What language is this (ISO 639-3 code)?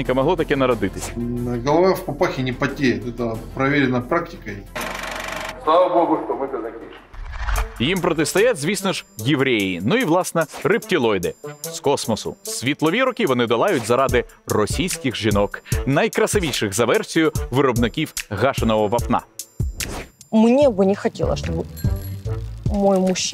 ukr